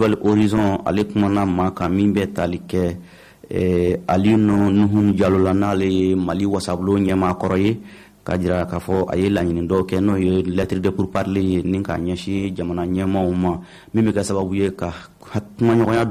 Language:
Bambara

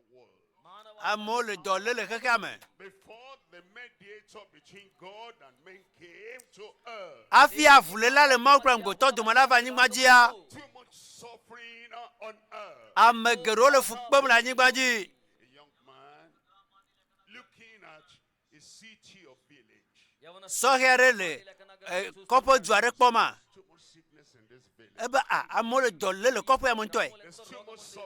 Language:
Ewe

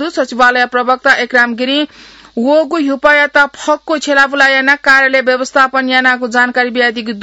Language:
Newari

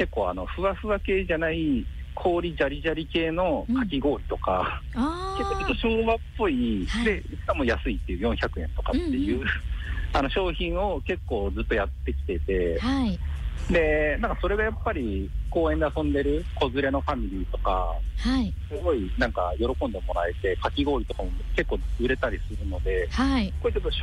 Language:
Japanese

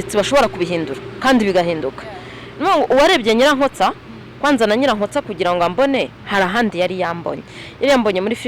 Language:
Kinyarwanda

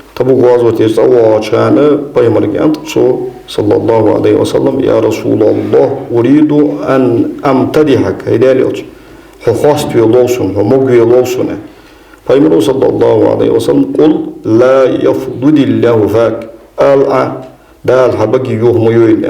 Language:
Ingush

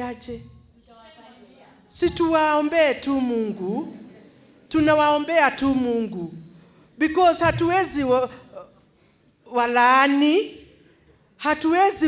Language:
Swahili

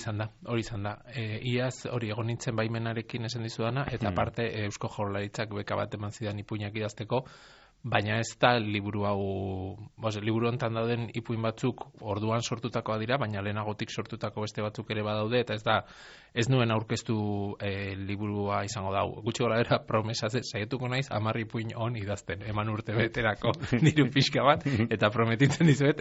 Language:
Basque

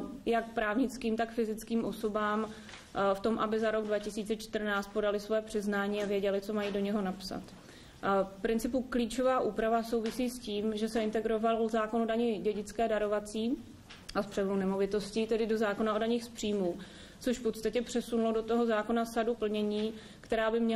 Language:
Czech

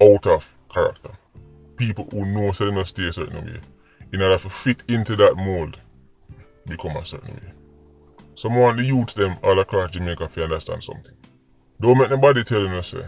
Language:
Jamaican Creole English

